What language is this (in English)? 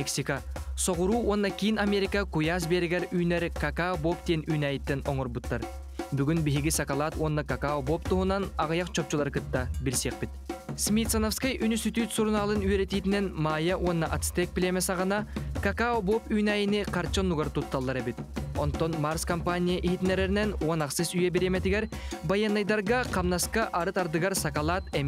Yakut